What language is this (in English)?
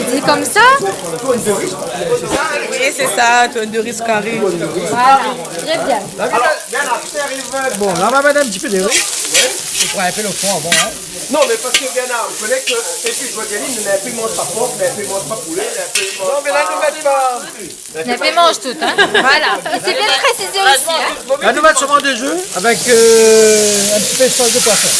Réunion Creole French